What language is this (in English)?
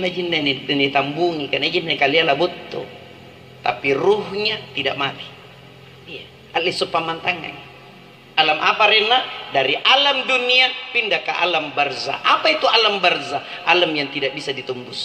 Makasar